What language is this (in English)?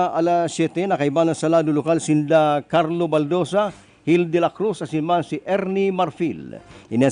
Bikol